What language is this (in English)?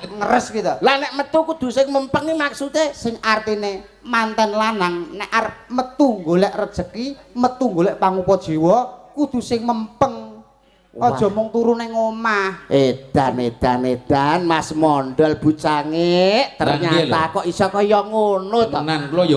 Javanese